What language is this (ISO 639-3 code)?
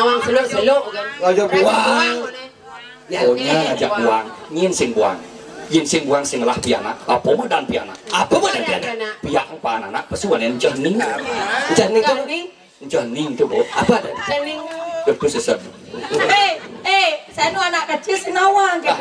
ban